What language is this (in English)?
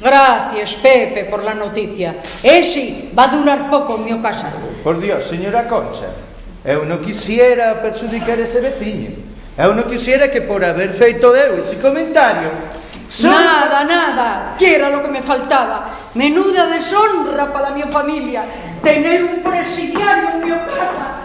Asturian